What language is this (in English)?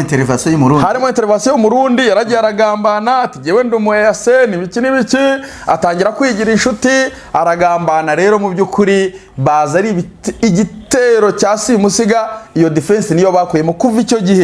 Kinyarwanda